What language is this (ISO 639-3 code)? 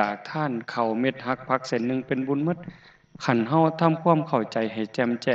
tts